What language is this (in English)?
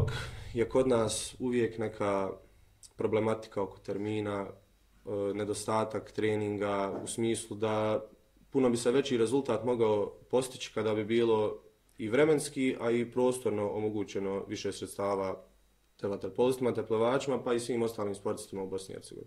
Bosnian